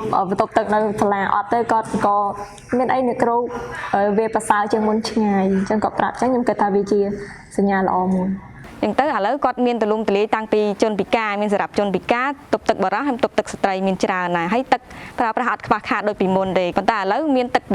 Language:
Khmer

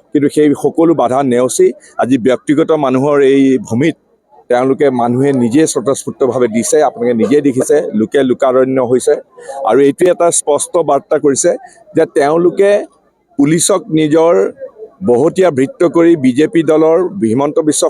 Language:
Assamese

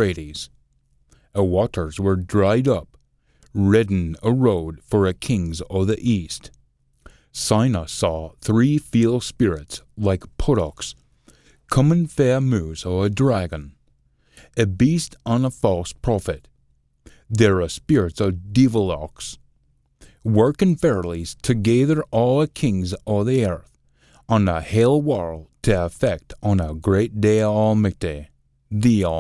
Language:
Scots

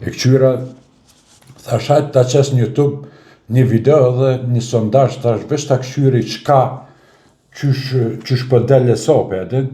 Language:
Albanian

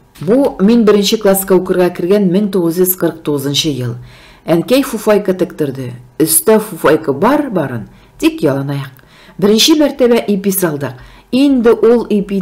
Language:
Tatar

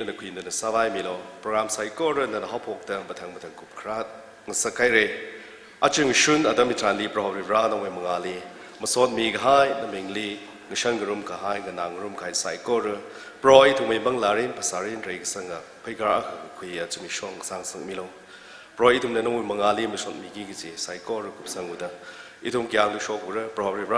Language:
Tangkhul Naga (India)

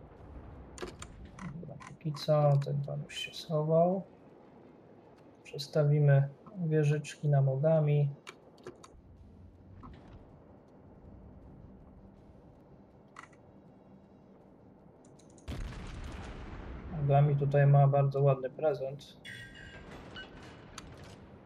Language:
Polish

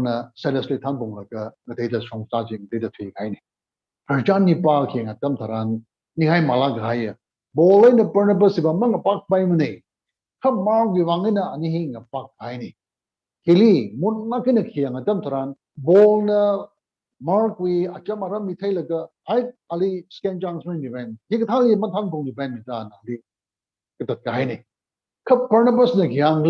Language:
Tangkhul Naga (India)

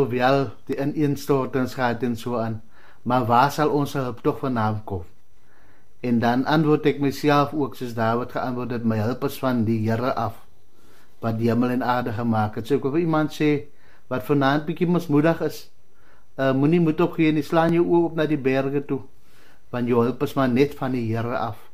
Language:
Afrikaans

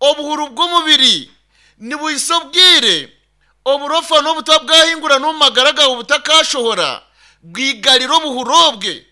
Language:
Nyankole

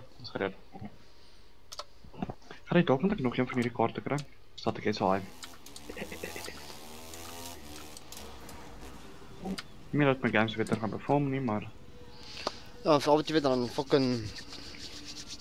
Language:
Afrikaans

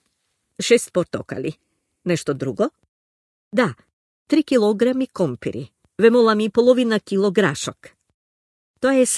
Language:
Macedonian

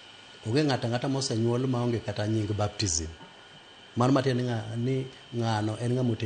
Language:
Luo (Kenya and Tanzania)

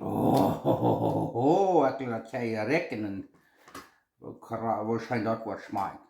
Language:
Plautdietsch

